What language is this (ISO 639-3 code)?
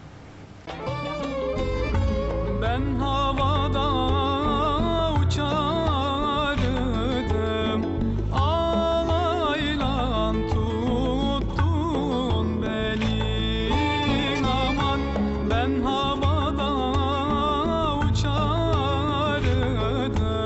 tur